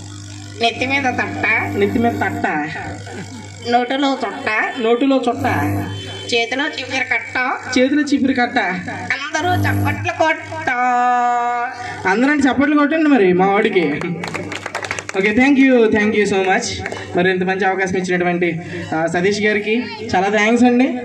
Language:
Telugu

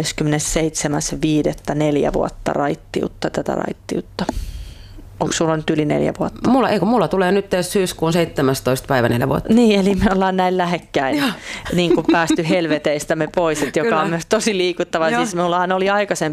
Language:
Finnish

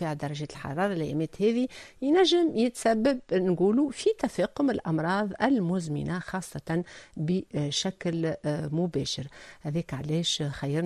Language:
Tunisian Arabic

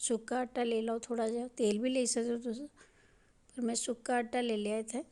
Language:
Dogri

